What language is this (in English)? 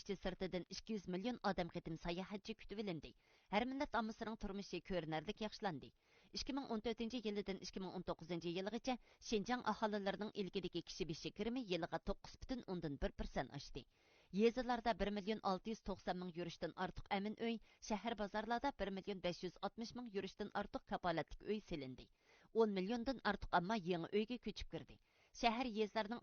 Uyghur